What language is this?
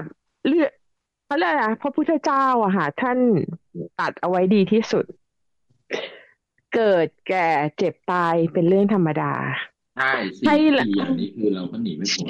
Thai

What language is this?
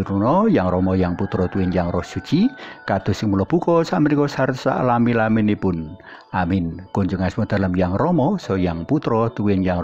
Javanese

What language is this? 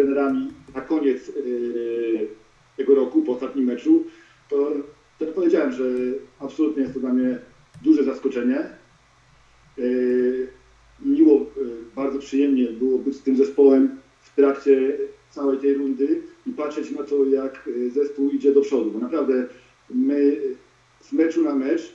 Polish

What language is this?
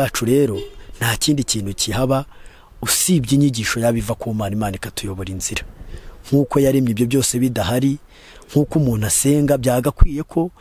Kinyarwanda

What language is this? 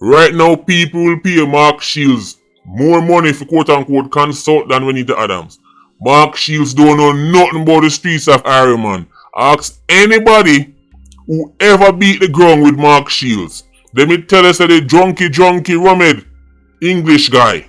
Jamaican Creole English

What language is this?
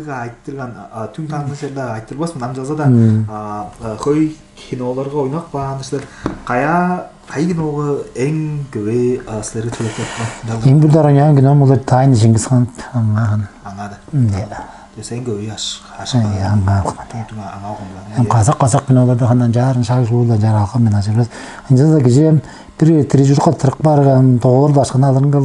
Tuvinian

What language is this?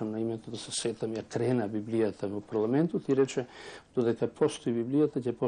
Macedonian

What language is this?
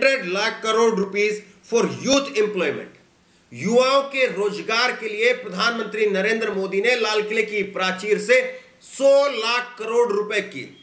Hindi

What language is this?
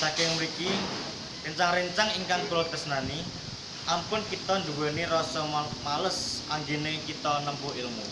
Javanese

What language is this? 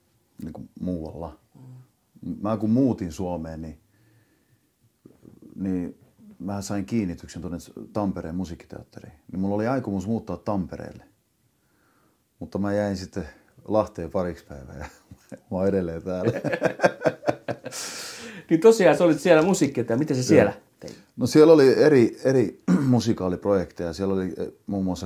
Finnish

